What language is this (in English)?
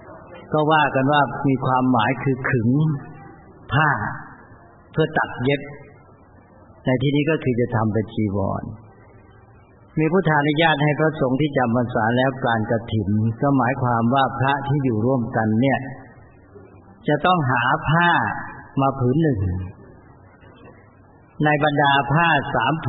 Thai